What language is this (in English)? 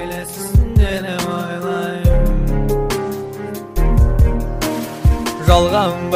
Kazakh